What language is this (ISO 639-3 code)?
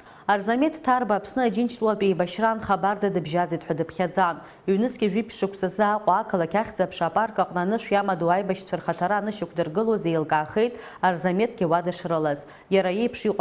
abk